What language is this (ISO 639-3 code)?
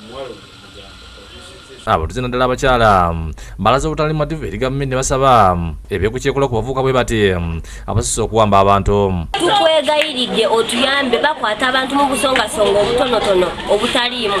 lug